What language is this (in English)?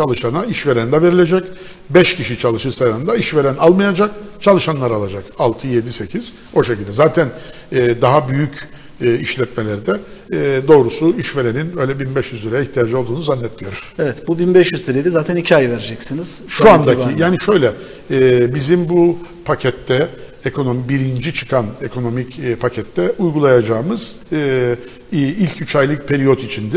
Turkish